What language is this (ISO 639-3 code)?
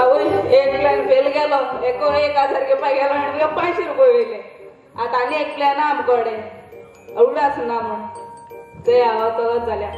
kok